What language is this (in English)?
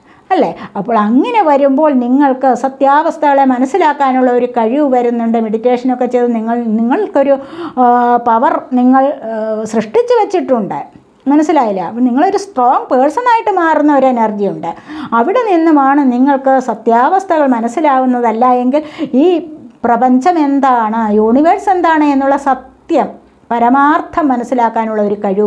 Malayalam